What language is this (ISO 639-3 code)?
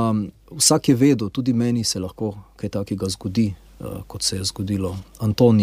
slv